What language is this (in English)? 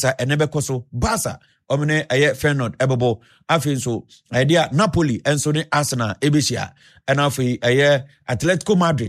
Akan